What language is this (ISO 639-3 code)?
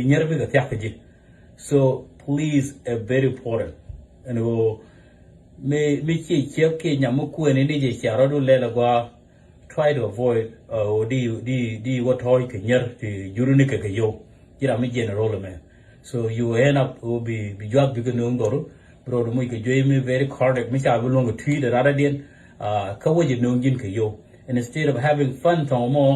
nus